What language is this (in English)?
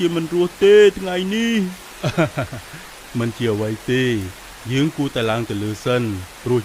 Khmer